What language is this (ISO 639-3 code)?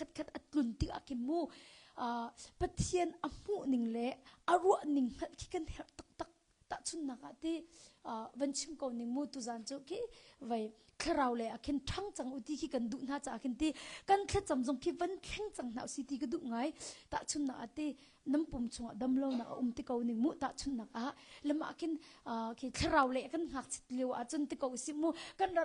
cnh